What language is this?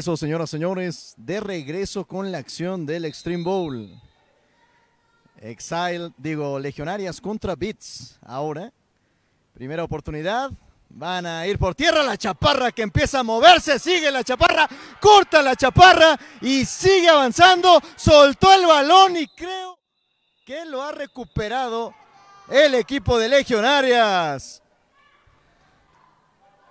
Spanish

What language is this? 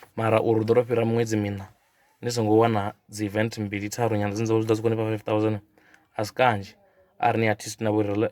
Venda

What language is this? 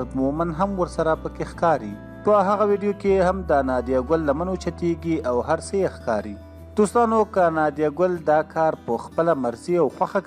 Pashto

